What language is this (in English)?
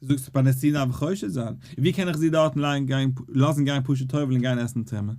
Yiddish